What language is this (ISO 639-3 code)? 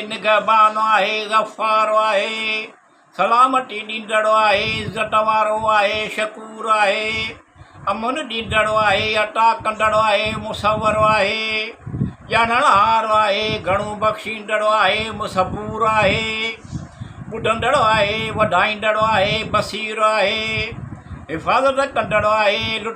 snd